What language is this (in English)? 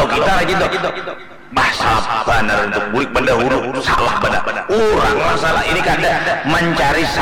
Banjar